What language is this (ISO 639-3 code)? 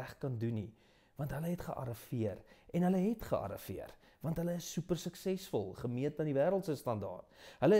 afr